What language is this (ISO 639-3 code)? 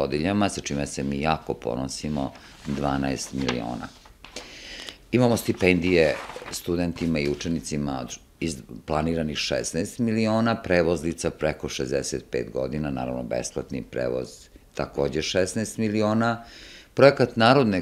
srp